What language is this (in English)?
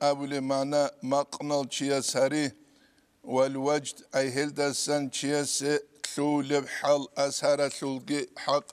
Avaric